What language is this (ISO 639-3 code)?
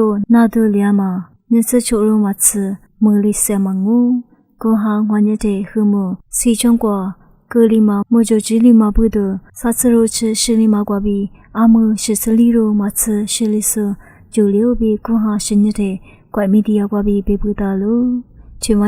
lis